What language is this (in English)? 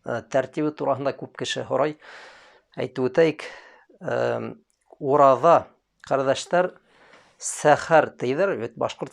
Bashkir